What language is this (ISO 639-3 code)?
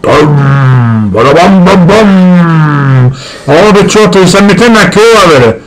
scn